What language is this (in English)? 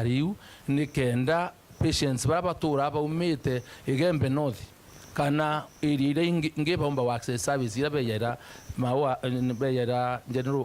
Meru